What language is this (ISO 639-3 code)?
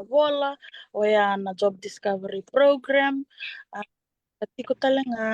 fij